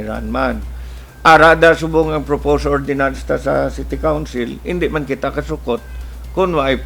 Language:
Hiligaynon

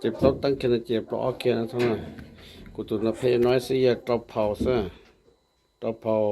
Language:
Hmong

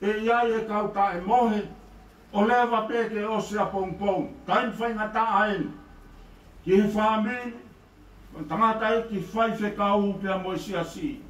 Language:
Tongan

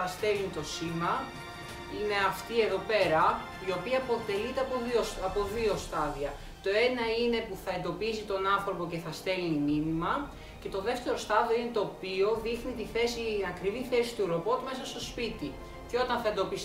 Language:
Greek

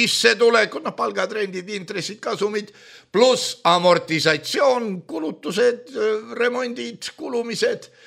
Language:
Estonian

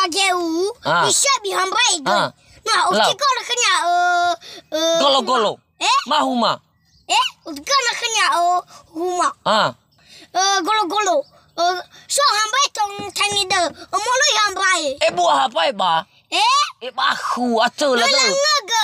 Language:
Nias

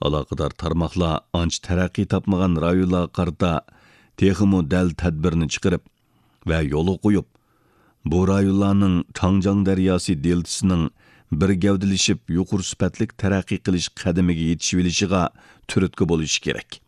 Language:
Uyghur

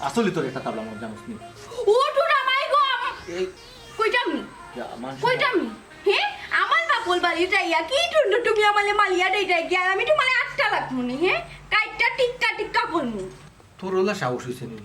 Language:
Sylheti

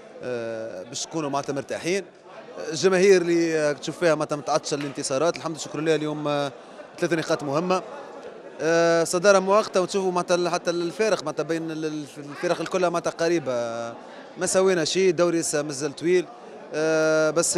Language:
Mesopotamian Arabic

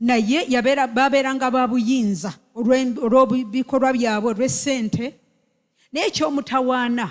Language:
Ganda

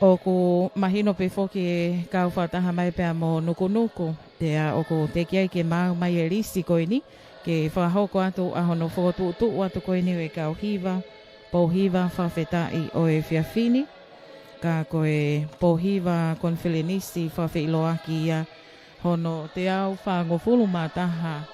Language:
Tongan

